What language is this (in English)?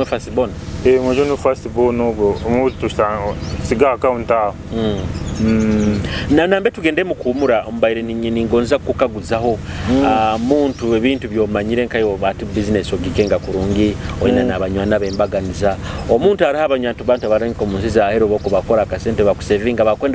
Nyoro